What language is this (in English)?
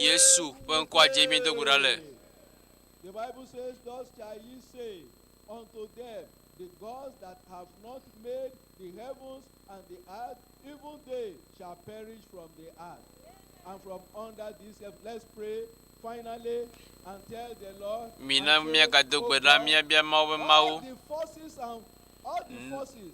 Ewe